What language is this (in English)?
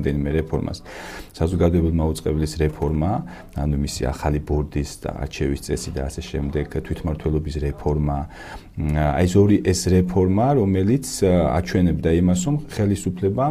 Georgian